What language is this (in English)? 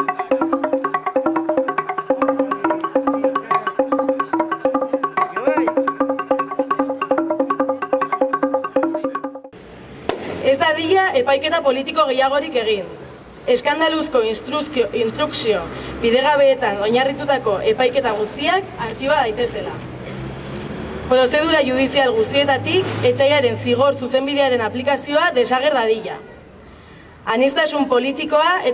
Basque